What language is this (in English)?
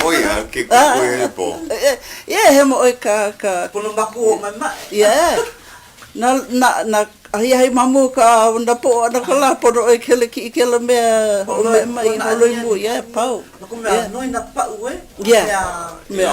Hawaiian